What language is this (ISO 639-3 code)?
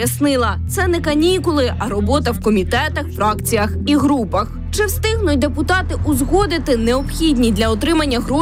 ukr